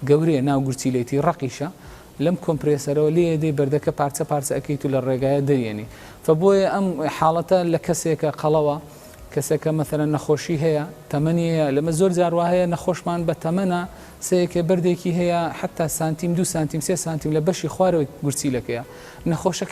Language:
Central Kurdish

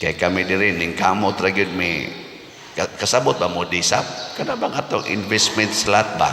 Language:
Cebuano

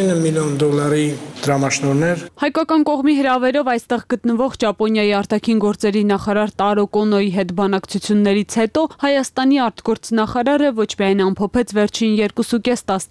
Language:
Armenian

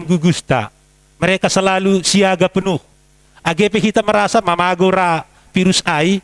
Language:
Batak Simalungun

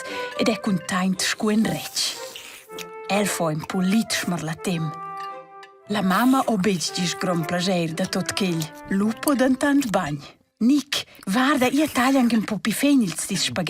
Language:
Romansh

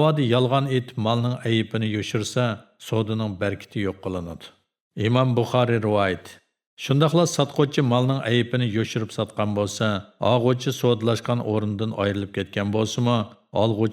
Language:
Uyghur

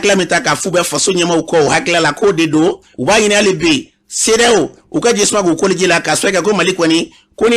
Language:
Bambara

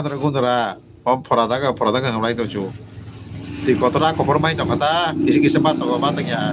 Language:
Kok Borok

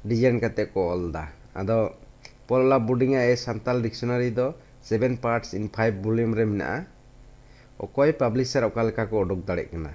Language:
Santali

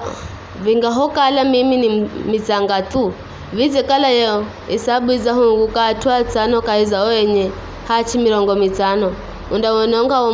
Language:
Giryama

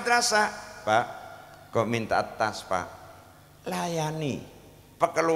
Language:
Madurese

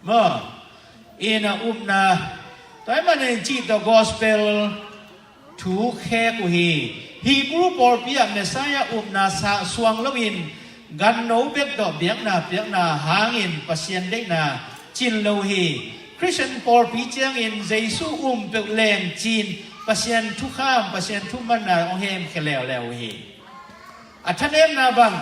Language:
Tedim Chin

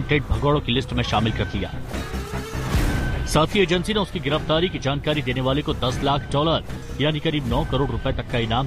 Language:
Hindi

